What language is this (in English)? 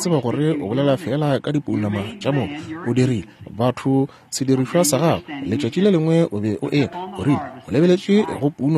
Northern Sotho